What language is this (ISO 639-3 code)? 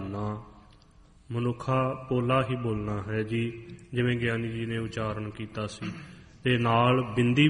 pan